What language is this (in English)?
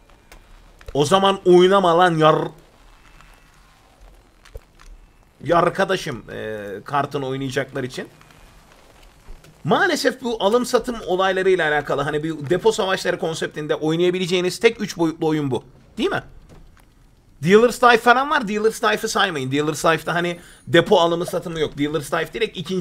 Turkish